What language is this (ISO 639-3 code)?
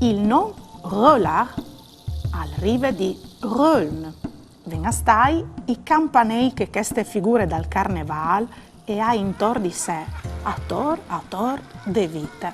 fur